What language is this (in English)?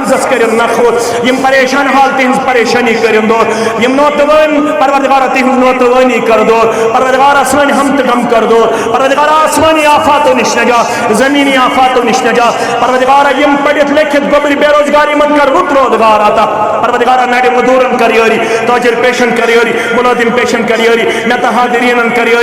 Kashmiri